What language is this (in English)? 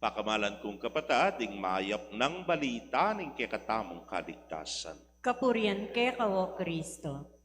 Pampanga